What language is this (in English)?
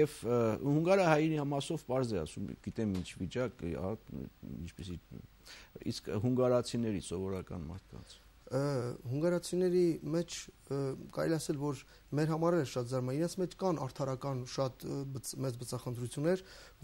Armenian